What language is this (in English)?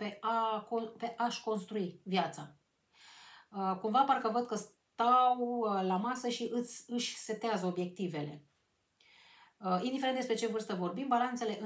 Romanian